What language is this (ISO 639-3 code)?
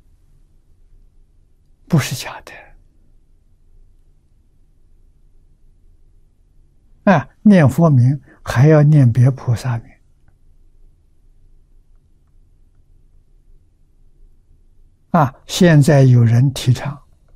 zho